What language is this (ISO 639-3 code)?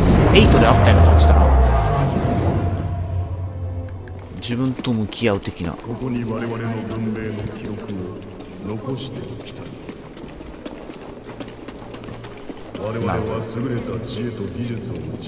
jpn